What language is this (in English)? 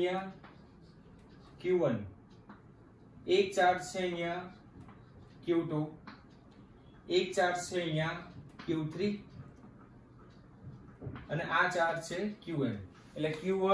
Gujarati